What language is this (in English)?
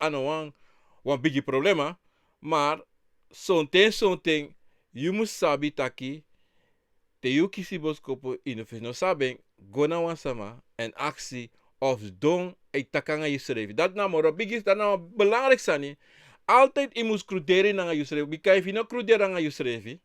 Sranan Tongo